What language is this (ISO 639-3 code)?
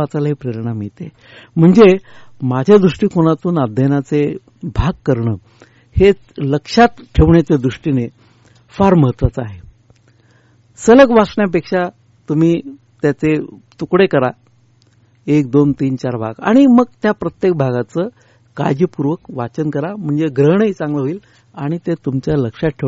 mar